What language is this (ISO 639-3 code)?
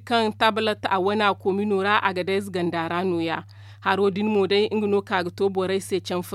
dje